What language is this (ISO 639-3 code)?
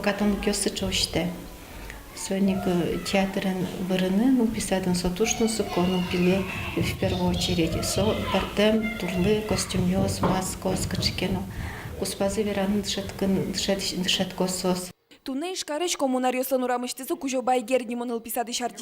udm